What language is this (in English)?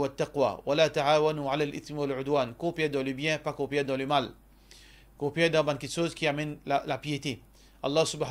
Morisyen